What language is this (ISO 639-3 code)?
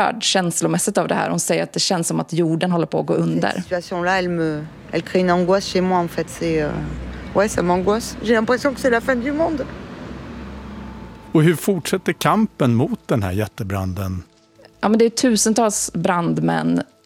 swe